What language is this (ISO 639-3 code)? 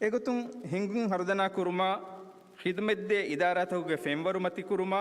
div